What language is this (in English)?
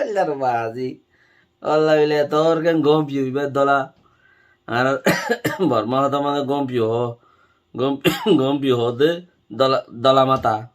Rohingya